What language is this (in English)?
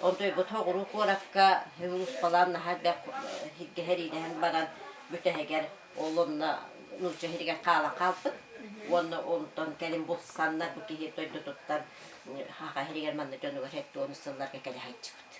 Yakut